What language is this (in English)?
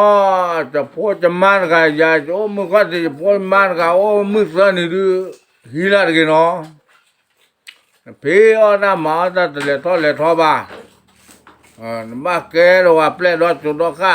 S'gaw Karen